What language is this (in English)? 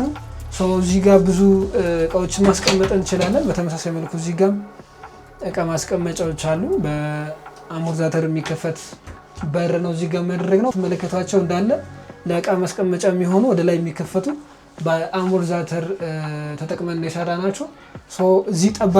Amharic